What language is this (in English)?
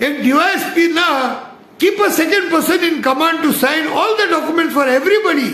Konkani